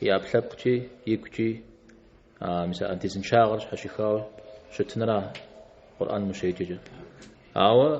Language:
Kabardian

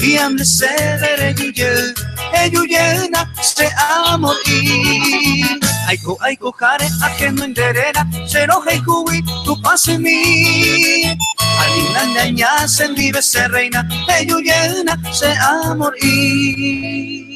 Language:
Guarani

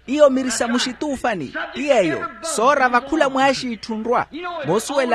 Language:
Makhuwa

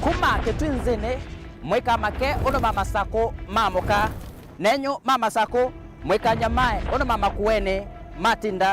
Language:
Kamba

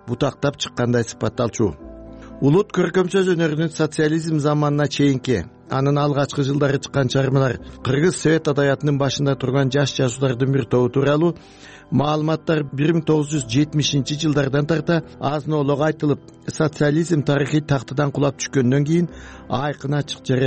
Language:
Kyrgyz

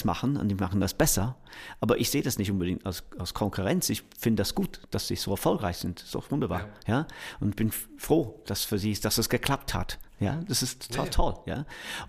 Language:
German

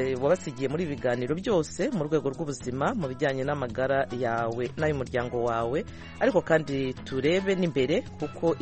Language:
Kinyarwanda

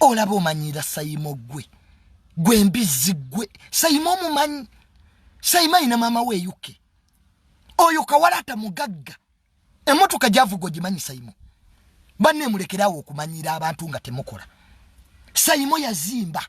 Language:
Ganda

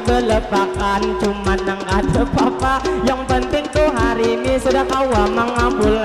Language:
Banjar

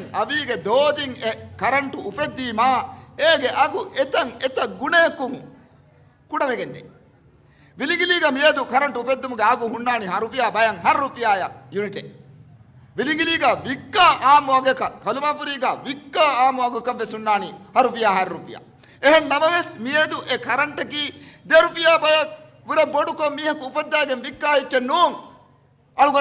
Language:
Divehi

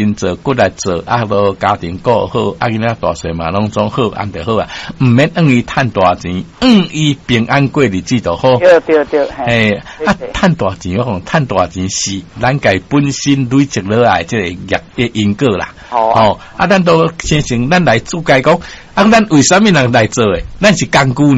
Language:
Min Nan Chinese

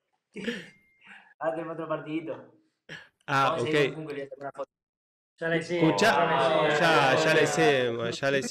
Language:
Spanish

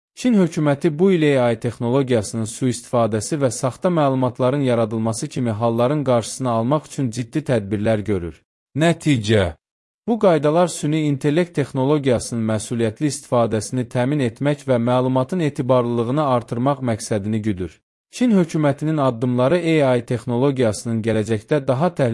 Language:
Azerbaijani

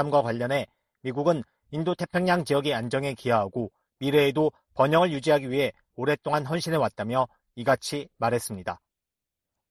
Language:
Korean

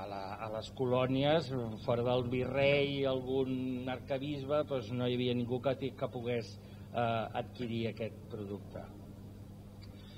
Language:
Catalan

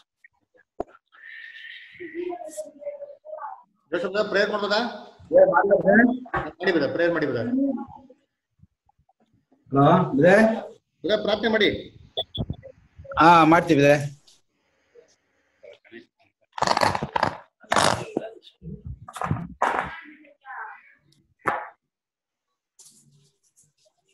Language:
Kannada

